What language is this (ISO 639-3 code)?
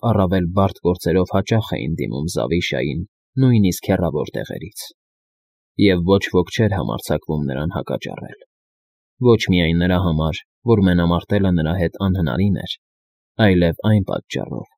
hye